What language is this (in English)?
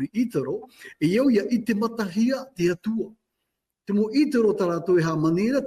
Tahitian